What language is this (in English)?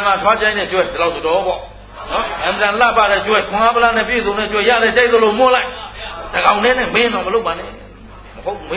Burmese